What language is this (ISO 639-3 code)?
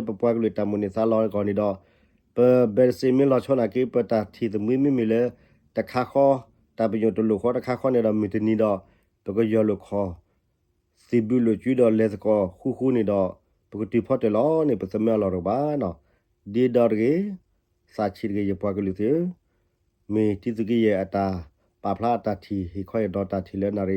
ksw